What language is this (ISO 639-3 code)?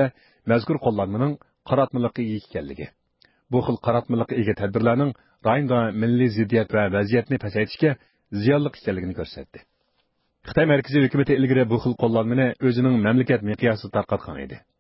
uig